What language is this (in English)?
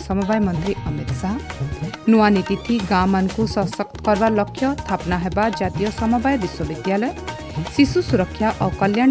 Odia